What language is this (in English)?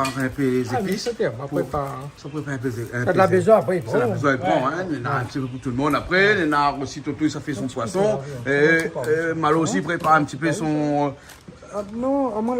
Réunion Creole French